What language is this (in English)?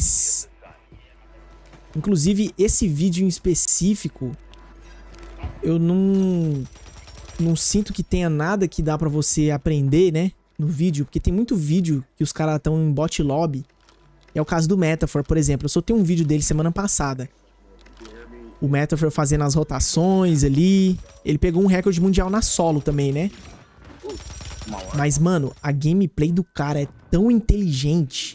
Portuguese